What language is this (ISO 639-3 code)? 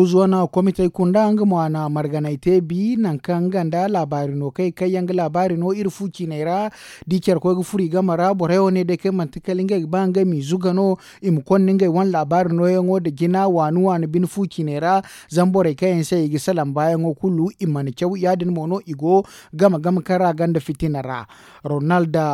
dje